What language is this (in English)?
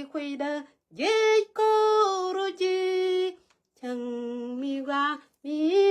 Nuer